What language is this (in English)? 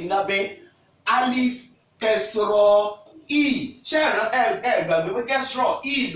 Yoruba